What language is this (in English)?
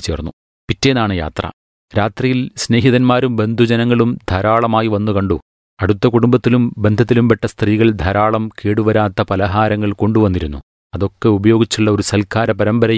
Malayalam